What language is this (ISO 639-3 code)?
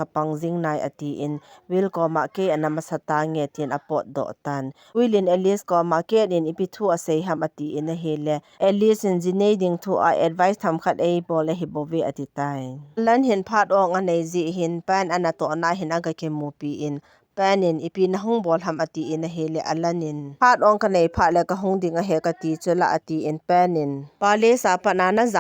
tcz